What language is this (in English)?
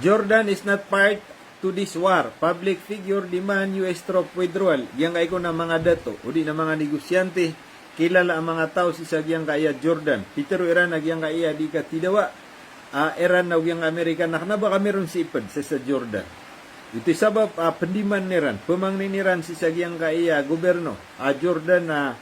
Maranao